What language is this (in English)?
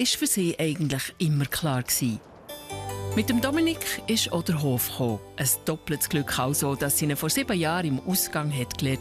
Swiss German